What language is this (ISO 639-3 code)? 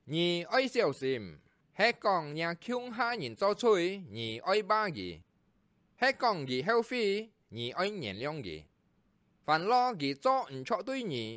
hak